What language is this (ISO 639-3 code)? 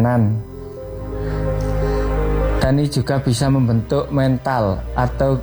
ind